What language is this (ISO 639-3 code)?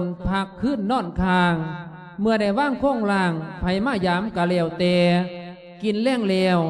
lao